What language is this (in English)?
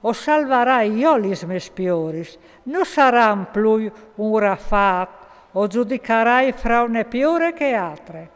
Friulian